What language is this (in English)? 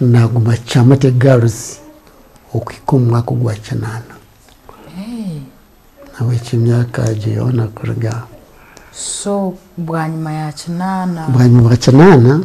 Nyankole